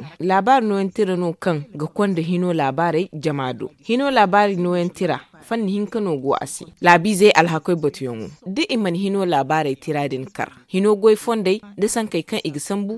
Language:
Zarma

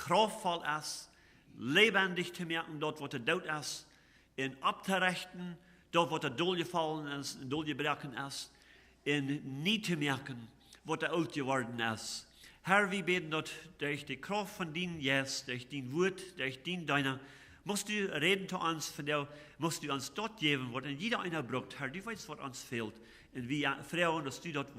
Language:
Plautdietsch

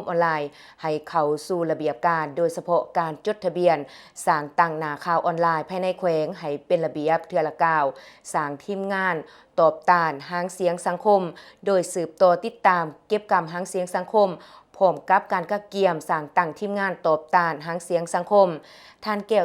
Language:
Lao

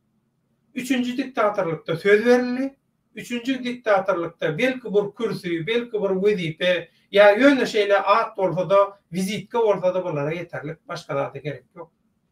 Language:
Turkmen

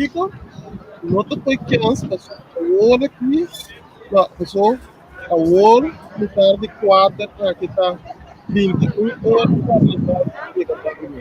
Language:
Papiamento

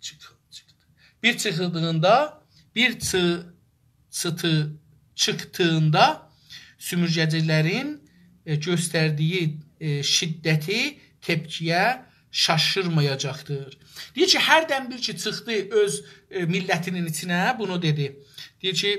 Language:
South Azerbaijani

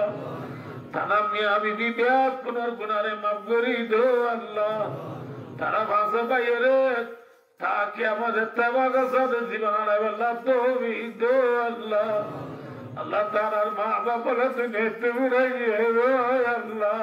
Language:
Rohingya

